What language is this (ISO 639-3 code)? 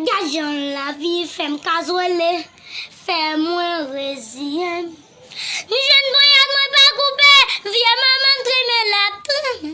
hat